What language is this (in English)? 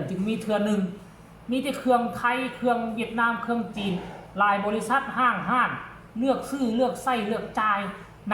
Northeastern Thai